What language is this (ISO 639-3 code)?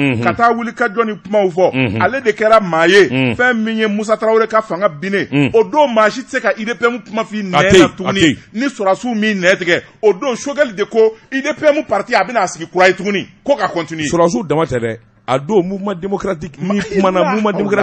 bam